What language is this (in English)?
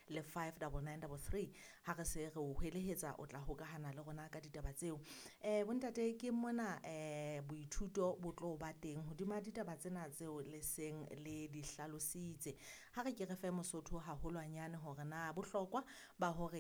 Southern Sotho